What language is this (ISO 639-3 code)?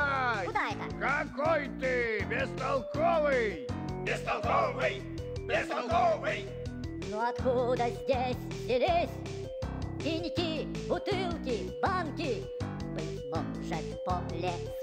rus